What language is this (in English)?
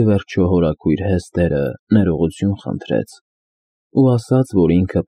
Armenian